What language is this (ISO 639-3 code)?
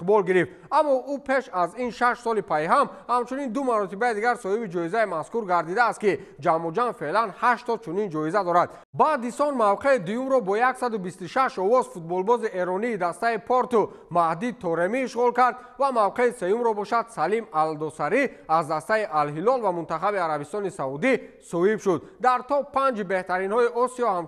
tgk